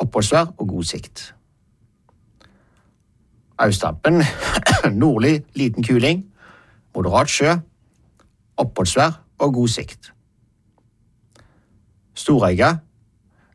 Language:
Norwegian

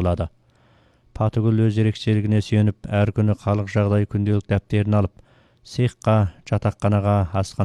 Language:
Kazakh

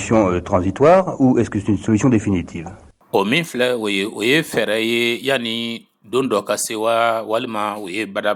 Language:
Bambara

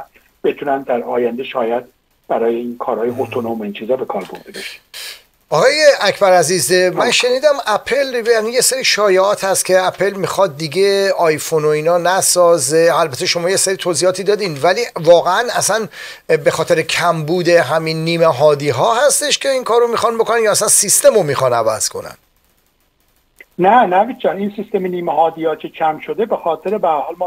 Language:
Persian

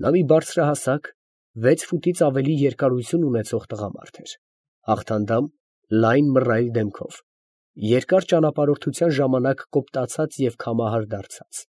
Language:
Armenian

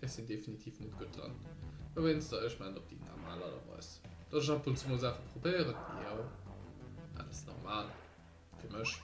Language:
Luxembourgish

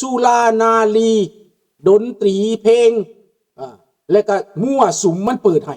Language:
Lao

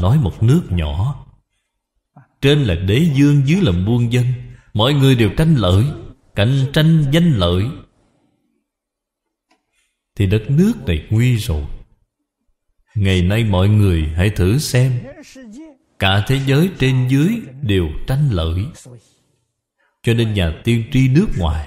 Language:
Vietnamese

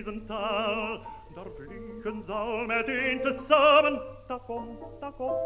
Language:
Dutch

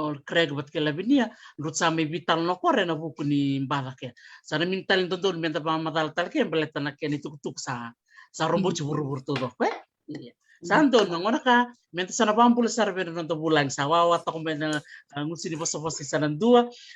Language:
Fijian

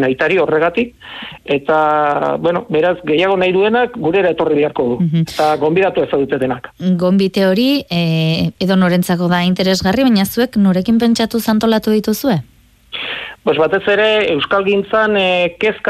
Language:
Basque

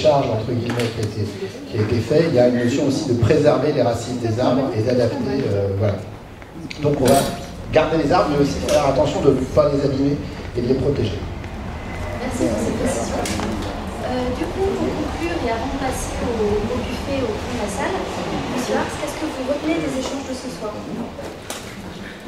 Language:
French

